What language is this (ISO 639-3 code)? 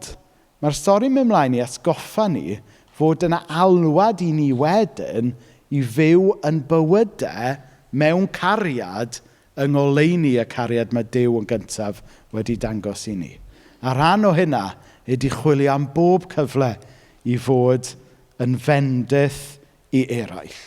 cym